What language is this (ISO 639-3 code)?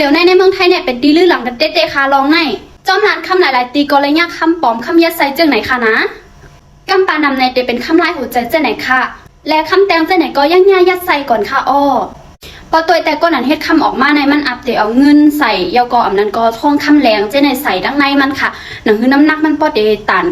shn